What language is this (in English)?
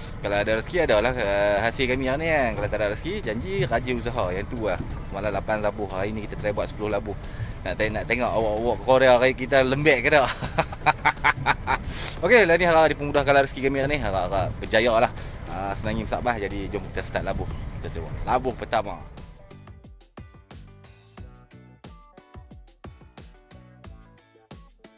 Malay